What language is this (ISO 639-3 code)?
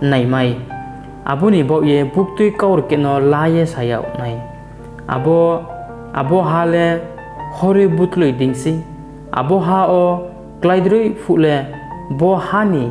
ria